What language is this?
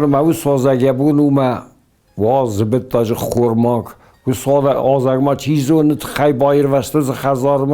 Ossetic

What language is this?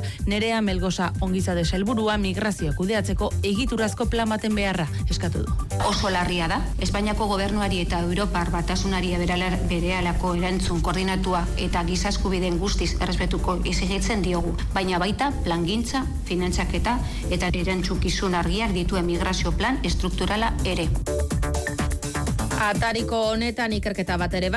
Basque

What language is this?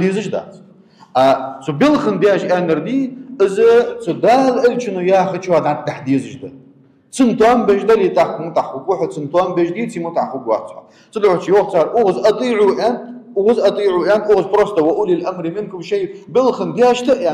Ingush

